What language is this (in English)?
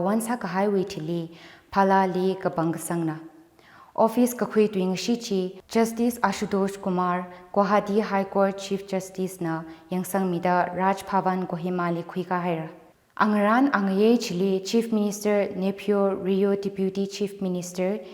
Tangkhul Naga (India)